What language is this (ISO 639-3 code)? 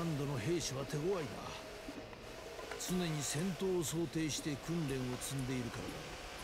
jpn